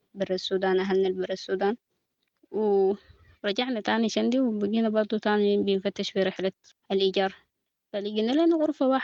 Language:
Sudanese Arabic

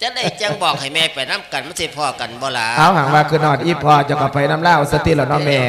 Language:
Lao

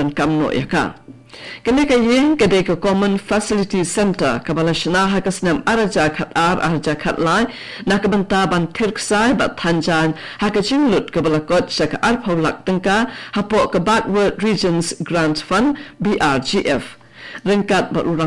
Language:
Khasi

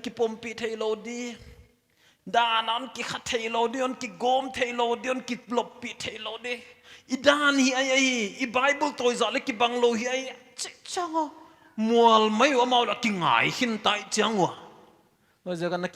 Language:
Paite Chin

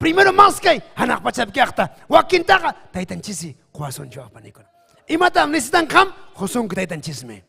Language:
Ayacucho Quechua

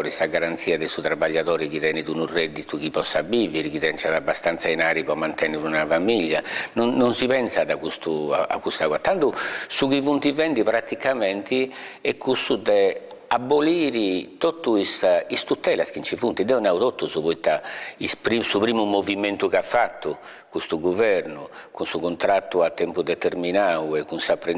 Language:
Sardinian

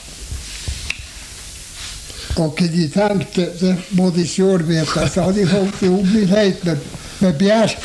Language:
Norwegian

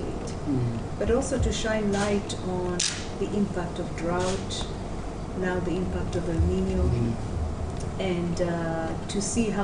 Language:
Tswana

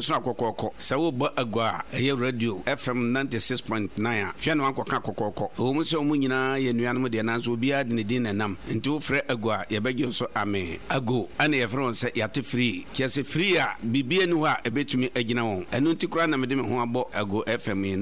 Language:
Akan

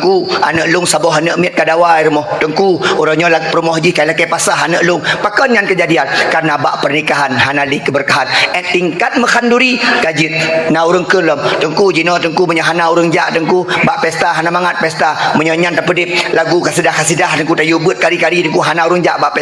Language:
Achinese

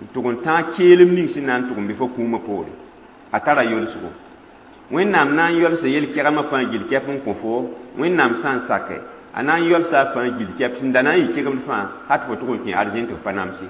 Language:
Mossi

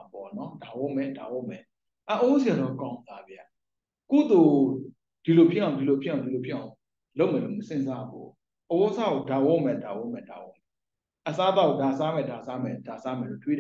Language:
Burmese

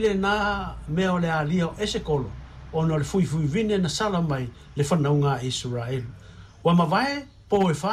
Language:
Samoan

